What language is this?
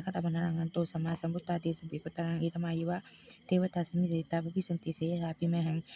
Pali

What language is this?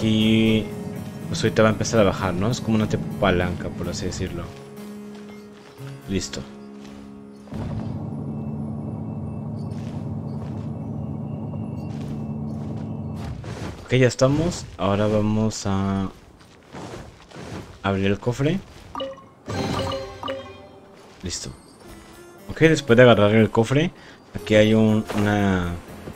Spanish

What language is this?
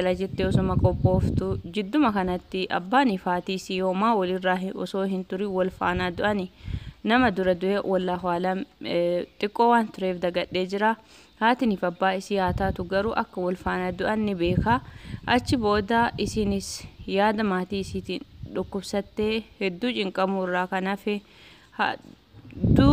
Oromo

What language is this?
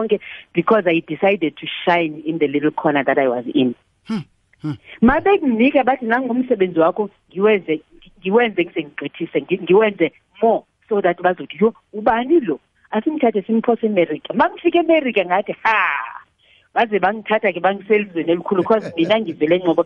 South Ndebele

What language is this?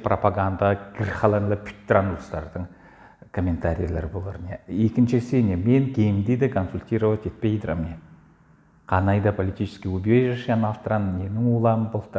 Southern Altai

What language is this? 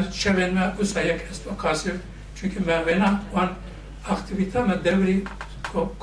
Kurdish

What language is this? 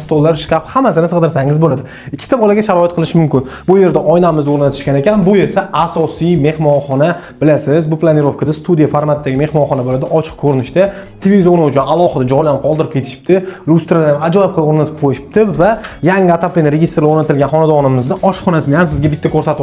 Uzbek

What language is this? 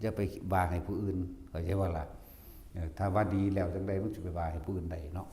Northeastern Thai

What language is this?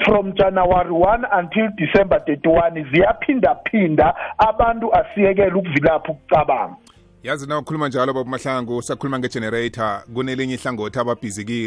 South Ndebele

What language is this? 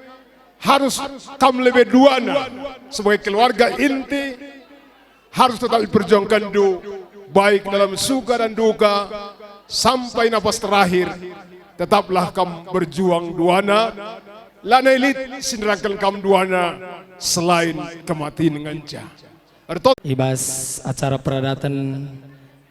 Batak Karo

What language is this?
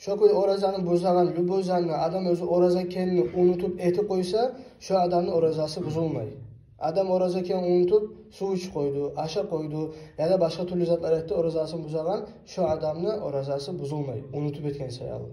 Kumyk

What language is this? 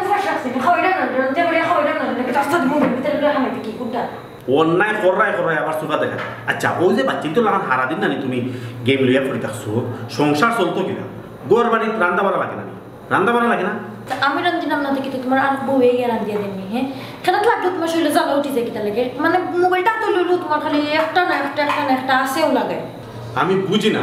Sylheti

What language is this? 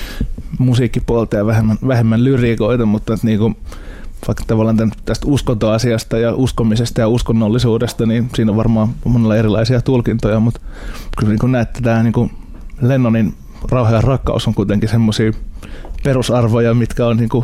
Finnish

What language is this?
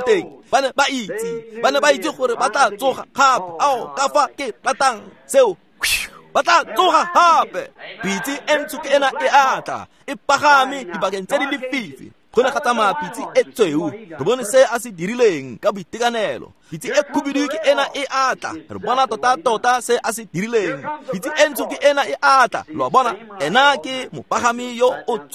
Tswana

